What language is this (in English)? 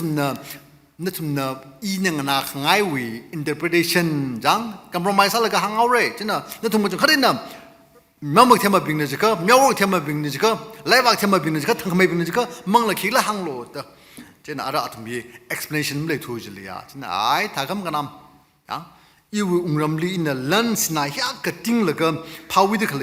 Tangkhul Naga (India)